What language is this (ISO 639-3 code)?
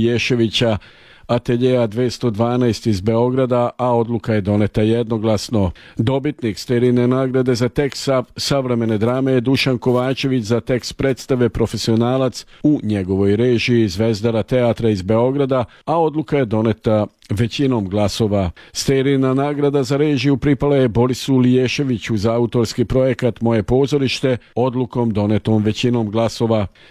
srp